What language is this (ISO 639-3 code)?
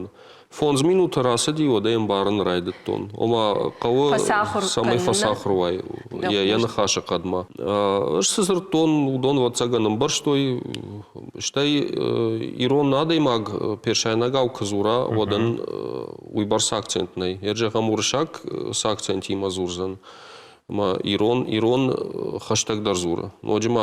oss